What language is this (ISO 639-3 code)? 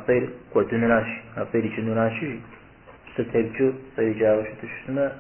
kbd